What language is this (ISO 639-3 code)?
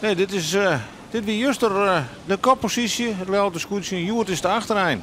fry